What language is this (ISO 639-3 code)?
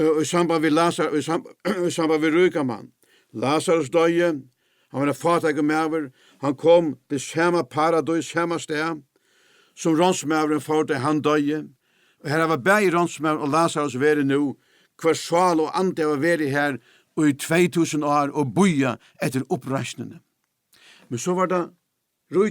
fao